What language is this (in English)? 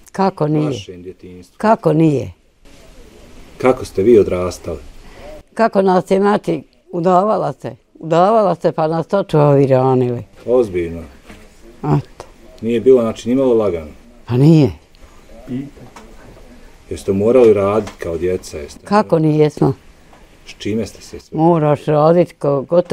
Bosnian